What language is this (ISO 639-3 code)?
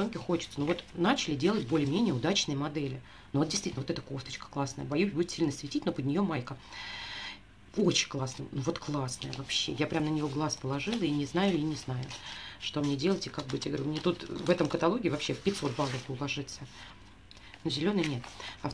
rus